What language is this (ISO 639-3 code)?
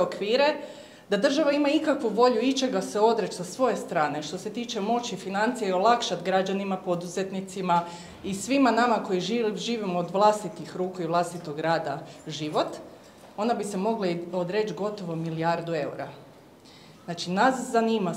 hrv